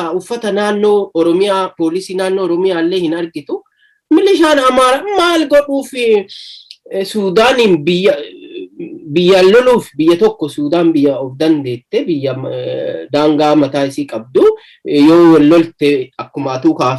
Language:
Oromo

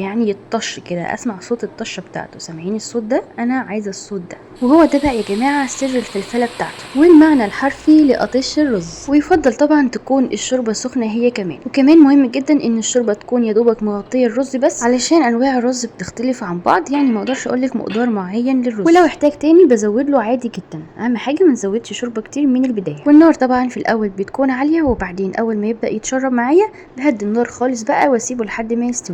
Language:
Egyptian Arabic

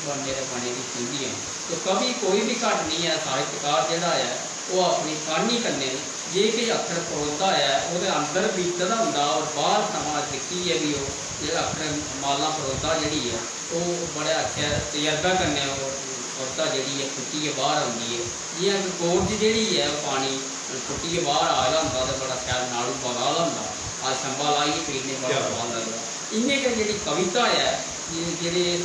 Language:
Dogri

